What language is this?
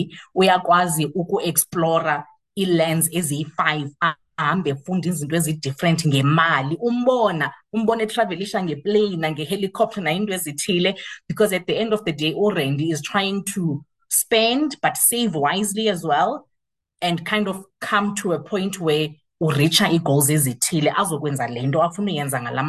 Xhosa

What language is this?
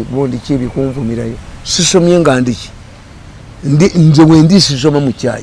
Ganda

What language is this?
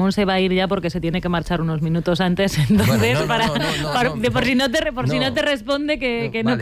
Spanish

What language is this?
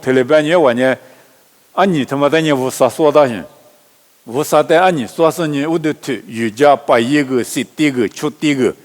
Lisu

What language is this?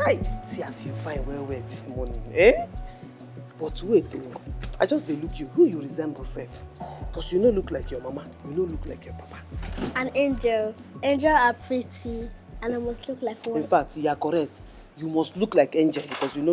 Nigerian Pidgin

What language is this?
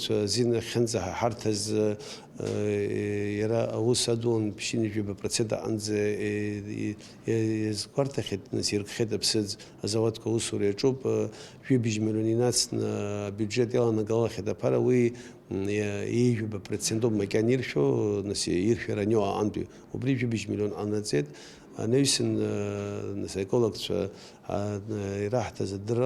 Abkhazian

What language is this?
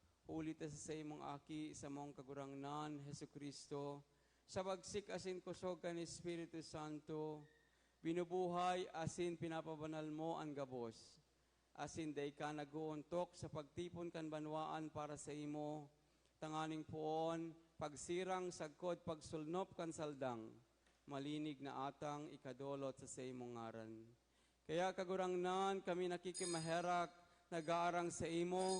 Bikol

